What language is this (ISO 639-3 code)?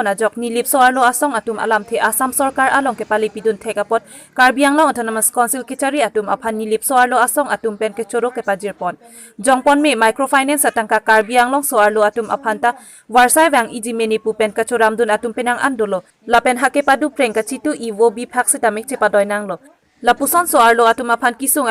mjw